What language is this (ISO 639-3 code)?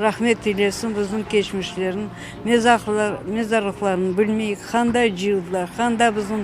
crh